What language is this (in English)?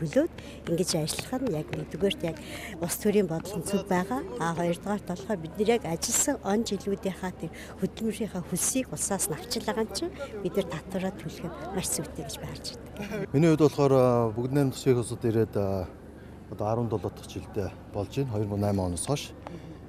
Mongolian